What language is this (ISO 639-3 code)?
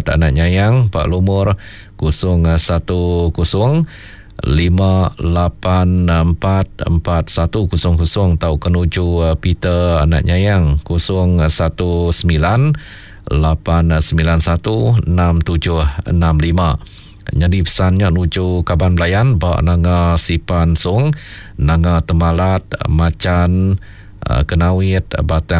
iba